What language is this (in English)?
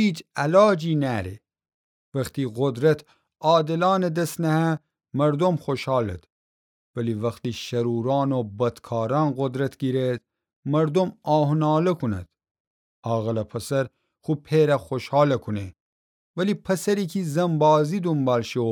Gilaki